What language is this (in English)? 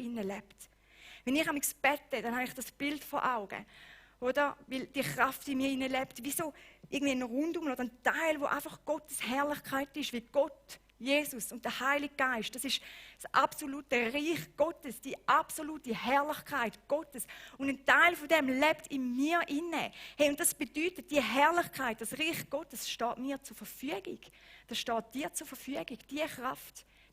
Swiss German